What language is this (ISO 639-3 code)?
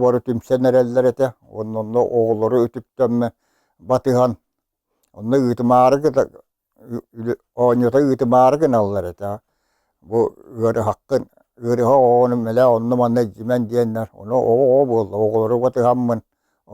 sah